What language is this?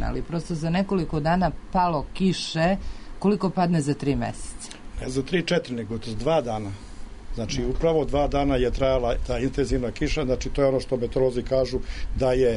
Serbian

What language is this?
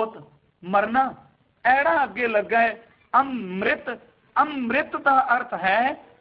Punjabi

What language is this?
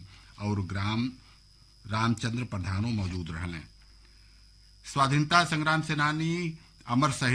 Bhojpuri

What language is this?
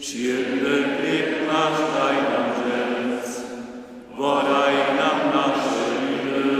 Upper Sorbian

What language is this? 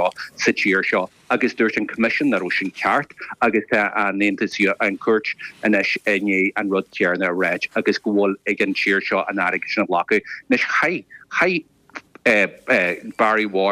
Irish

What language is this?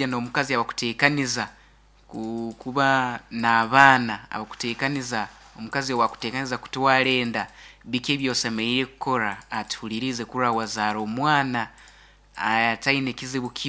Nyoro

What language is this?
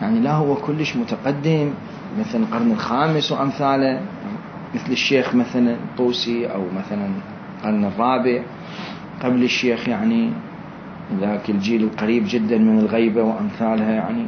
Mesopotamian Arabic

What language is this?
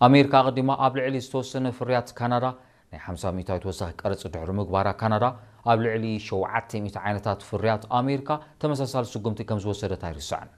Tigrinya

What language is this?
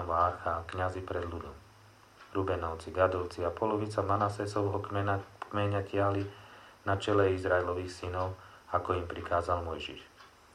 Slovak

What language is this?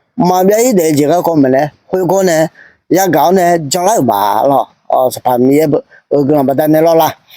Akha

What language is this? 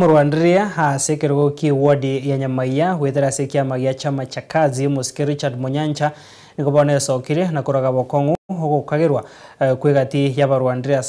Gusii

